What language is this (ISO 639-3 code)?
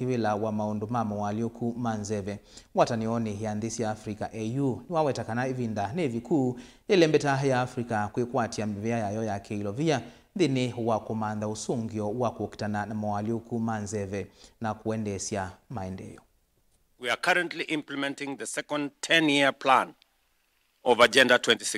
kam